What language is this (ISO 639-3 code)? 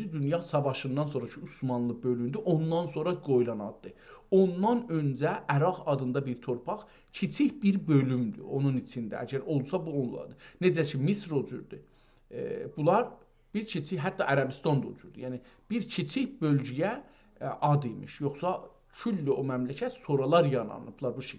azb